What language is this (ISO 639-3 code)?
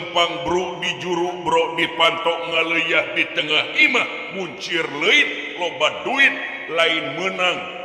sun